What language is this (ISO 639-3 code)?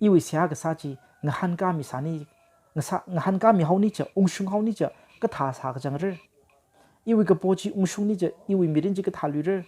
nmf